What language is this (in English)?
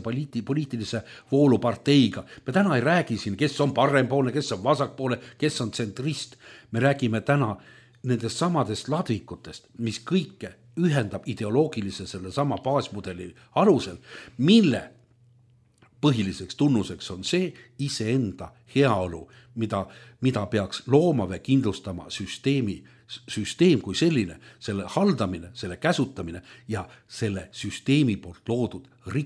Estonian